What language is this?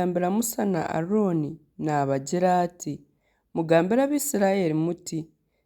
Nyankole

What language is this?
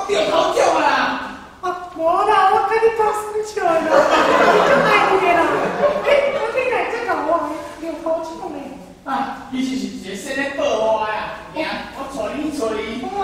Min Nan Chinese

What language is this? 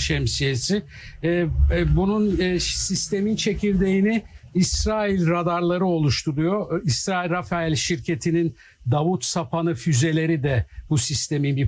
Turkish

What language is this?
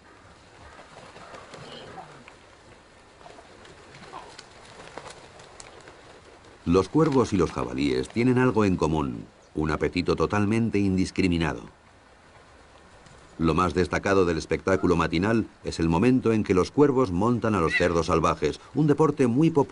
Spanish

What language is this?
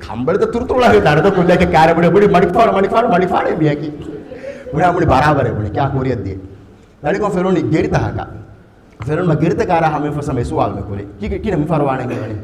Divehi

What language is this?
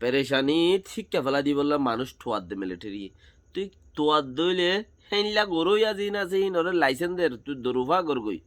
Rohingya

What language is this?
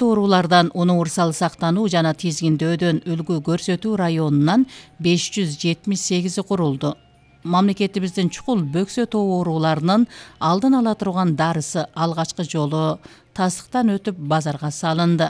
Kyrgyz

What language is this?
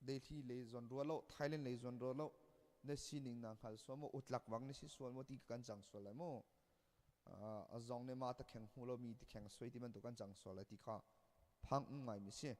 Hakha Chin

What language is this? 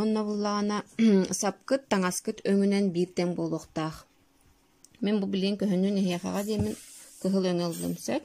Yakut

